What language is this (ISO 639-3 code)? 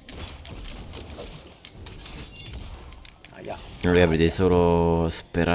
ita